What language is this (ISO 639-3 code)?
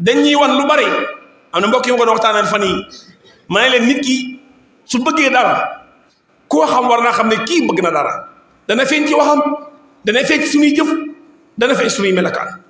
wol